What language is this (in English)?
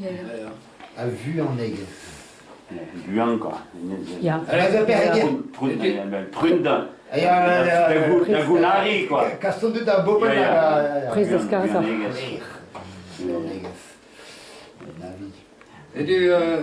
Breton